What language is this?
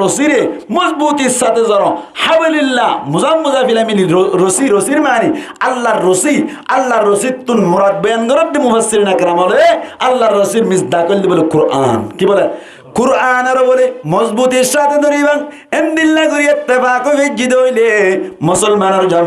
Rohingya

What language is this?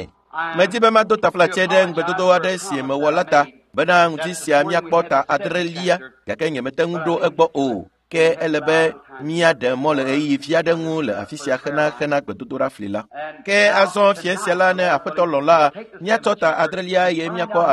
Ewe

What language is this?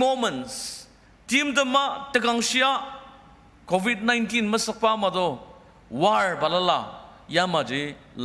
Ao Naga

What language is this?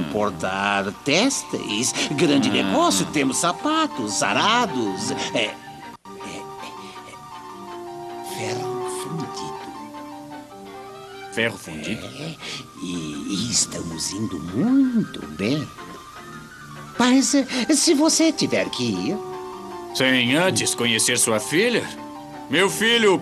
Portuguese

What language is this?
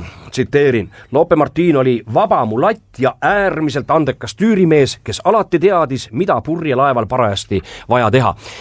Estonian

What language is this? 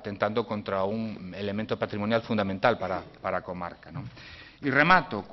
Galician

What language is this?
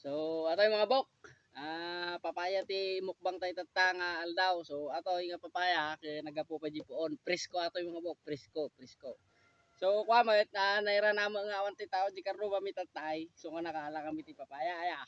Iloko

